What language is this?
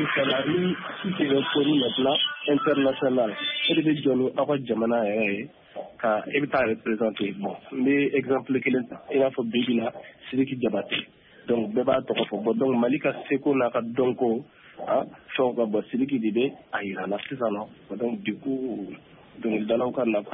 Bambara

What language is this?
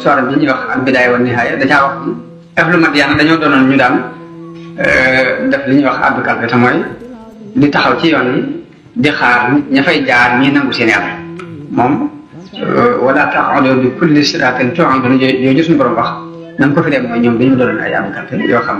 Wolof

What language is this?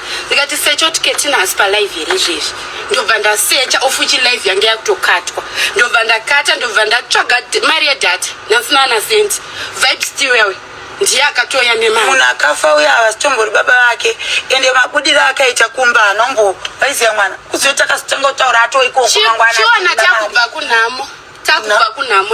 Shona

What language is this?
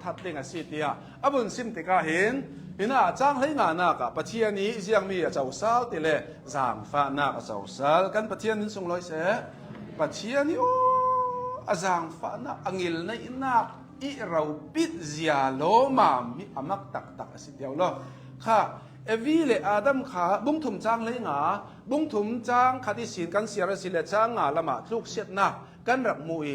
Hakha Chin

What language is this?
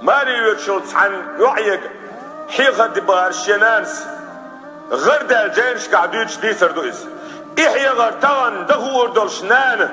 Chechen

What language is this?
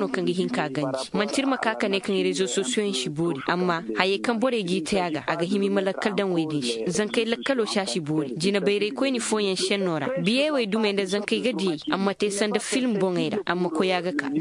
Koyraboro Senni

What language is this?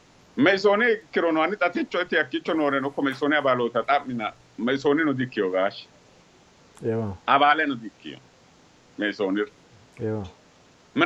Sidamo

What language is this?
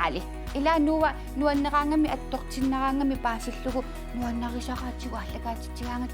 Kalaallisut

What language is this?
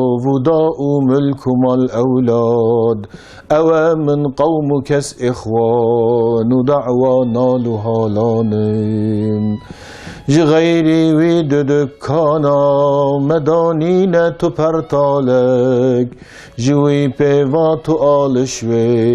Kurdish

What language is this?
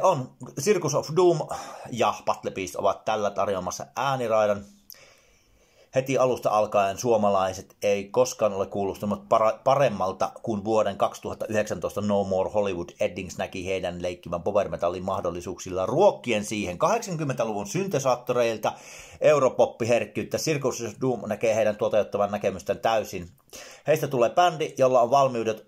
Finnish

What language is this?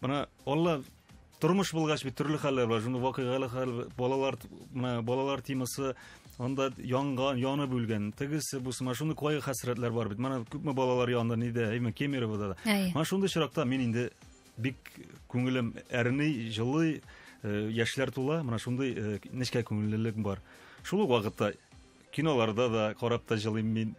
Tatar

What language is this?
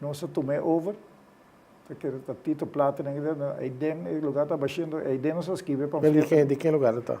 Papiamento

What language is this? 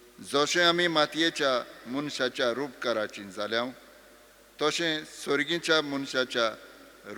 Konkani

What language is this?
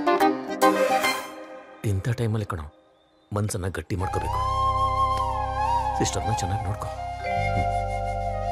Kannada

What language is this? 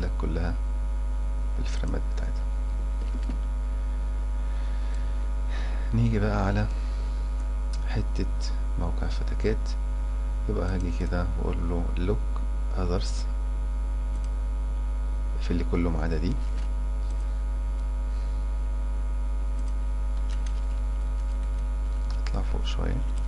Egyptian Arabic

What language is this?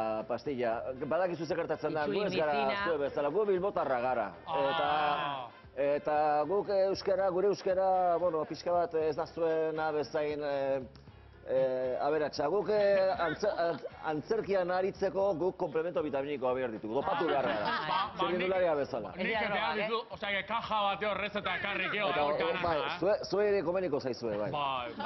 Basque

